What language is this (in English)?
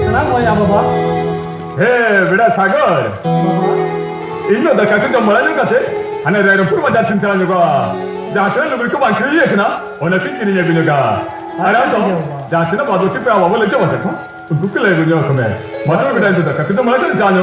Santali